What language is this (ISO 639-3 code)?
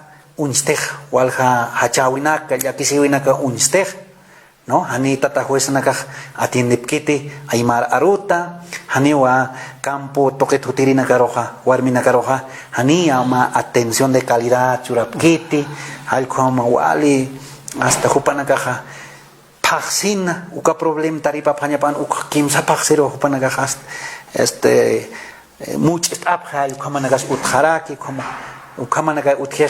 aym